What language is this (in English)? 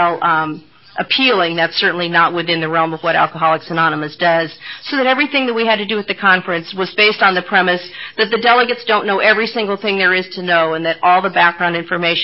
English